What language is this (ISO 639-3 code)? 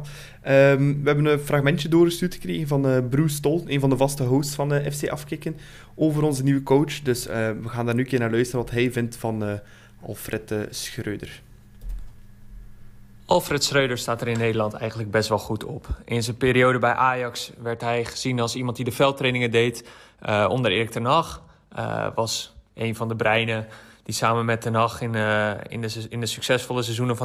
nld